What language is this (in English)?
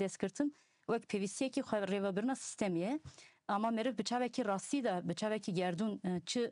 Kurdish